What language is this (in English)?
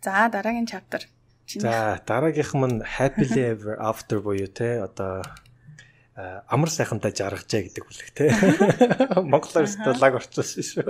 Mongolian